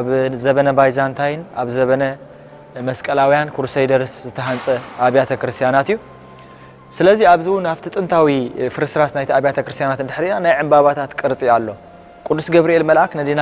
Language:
Tigrinya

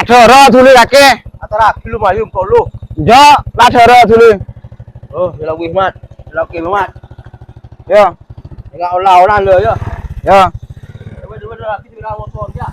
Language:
Madurese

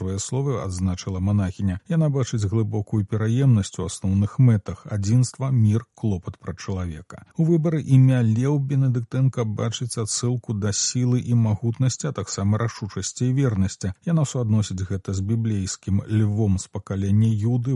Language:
Belarusian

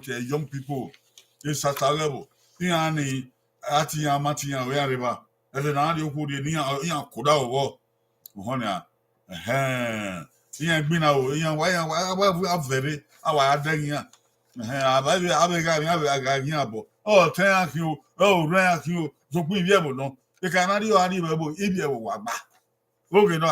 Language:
Bini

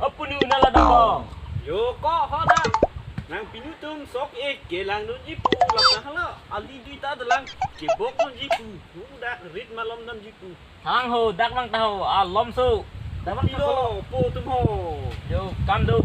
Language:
Karbi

